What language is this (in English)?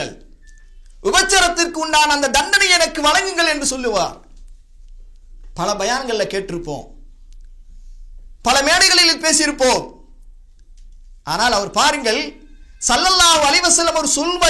Tamil